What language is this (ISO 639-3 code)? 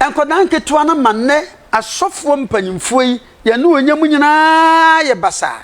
aka